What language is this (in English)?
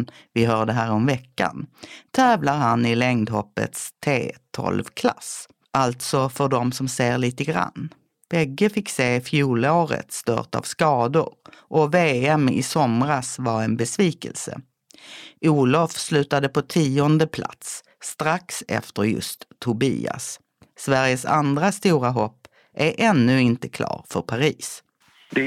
Swedish